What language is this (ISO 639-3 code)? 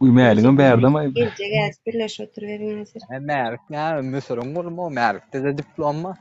tuk